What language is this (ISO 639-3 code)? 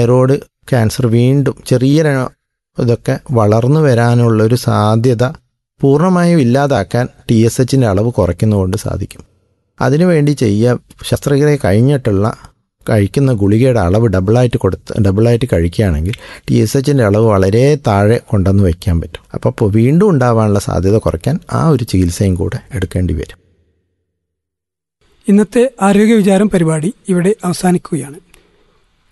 mal